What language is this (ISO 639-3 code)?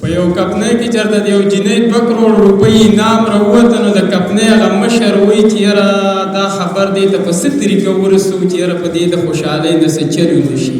pus